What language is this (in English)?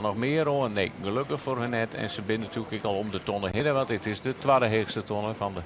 Western Frisian